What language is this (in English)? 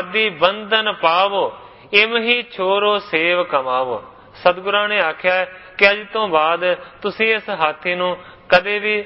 Punjabi